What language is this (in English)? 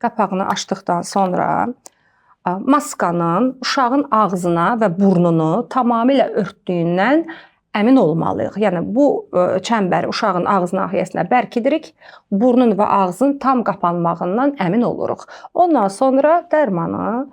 Azerbaijani